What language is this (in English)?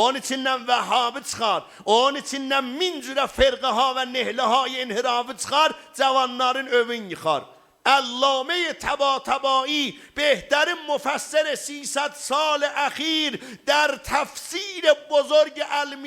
South Azerbaijani